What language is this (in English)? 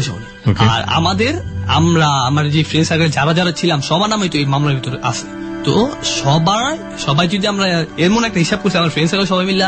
Bangla